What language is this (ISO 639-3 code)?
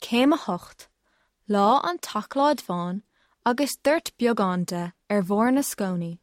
gle